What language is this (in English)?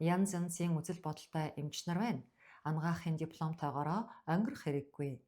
Mongolian